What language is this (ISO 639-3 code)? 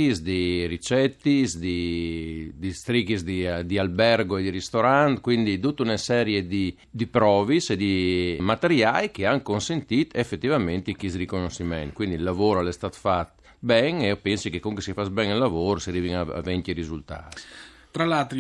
fur